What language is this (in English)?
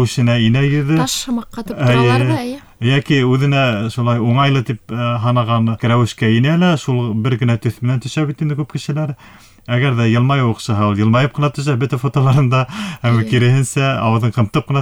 Bashkir